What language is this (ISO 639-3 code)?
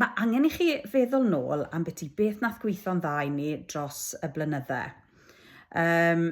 cym